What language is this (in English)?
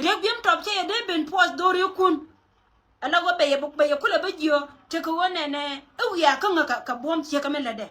Nuer